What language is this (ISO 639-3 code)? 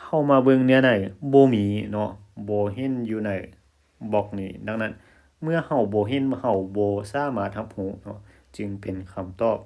lao